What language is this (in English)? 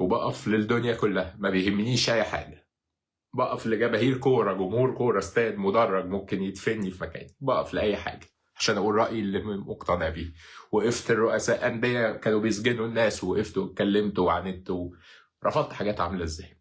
Egyptian Arabic